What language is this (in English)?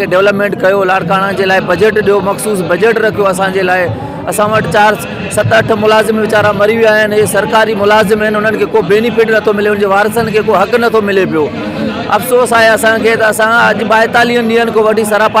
Sindhi